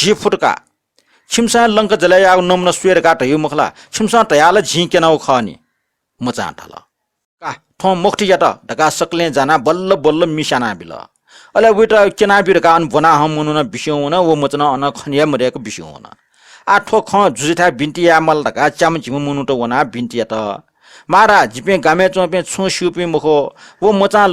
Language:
Newari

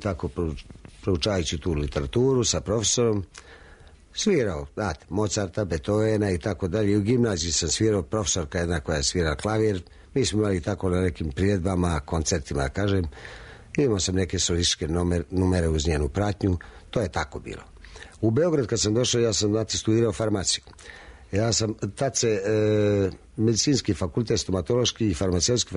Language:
Serbian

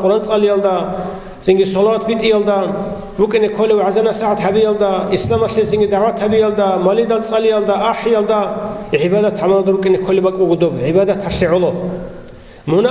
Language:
Avaric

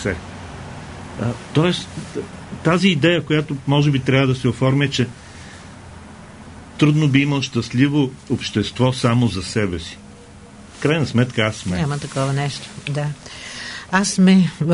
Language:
Bulgarian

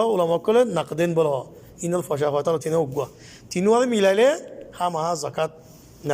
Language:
Rohingya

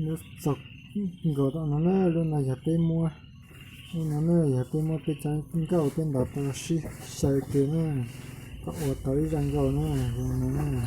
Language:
Hmong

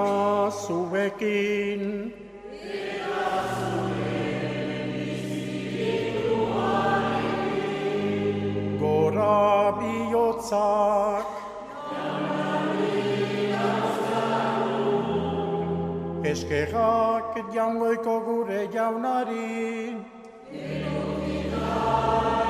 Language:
Basque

